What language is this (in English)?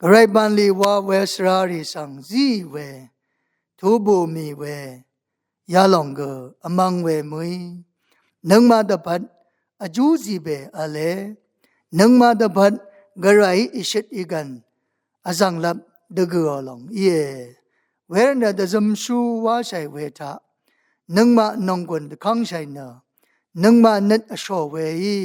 Rawang